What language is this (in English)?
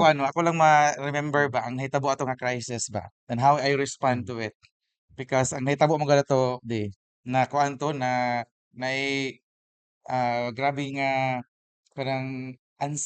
Cebuano